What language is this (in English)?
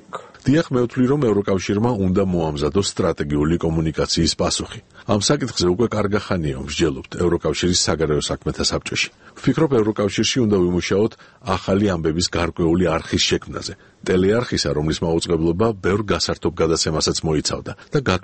Georgian